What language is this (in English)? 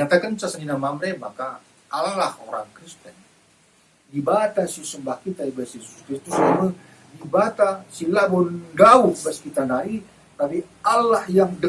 Batak Karo